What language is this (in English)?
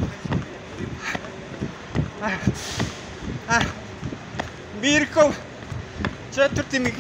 Croatian